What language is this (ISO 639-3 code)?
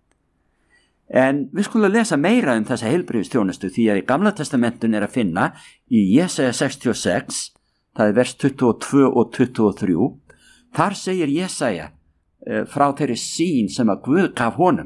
isl